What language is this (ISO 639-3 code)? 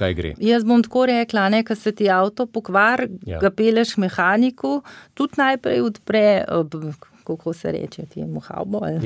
slv